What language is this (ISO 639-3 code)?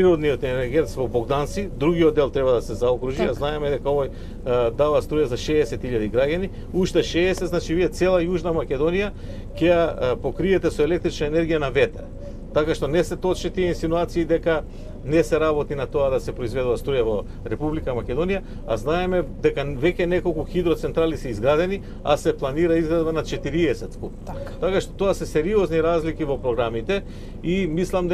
mkd